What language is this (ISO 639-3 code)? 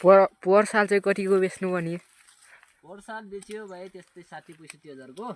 nep